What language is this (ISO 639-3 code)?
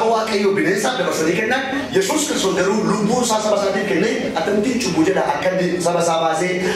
orm